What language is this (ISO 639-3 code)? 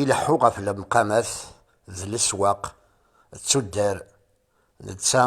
kab